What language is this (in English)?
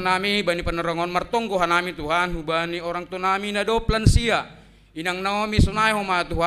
Batak Simalungun